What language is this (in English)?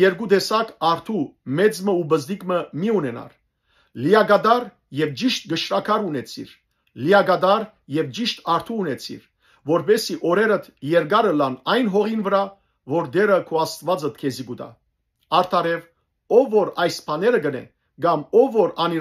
Western Armenian